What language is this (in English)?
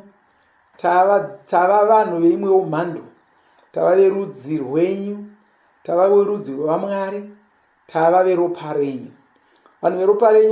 Shona